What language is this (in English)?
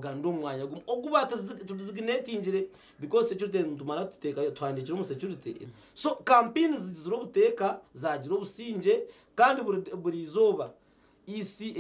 Nyankole